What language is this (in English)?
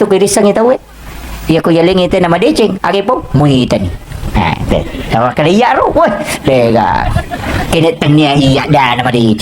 Buginese